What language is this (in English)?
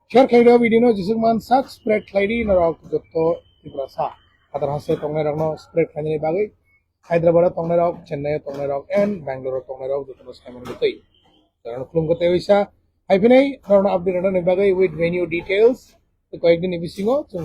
Kok Borok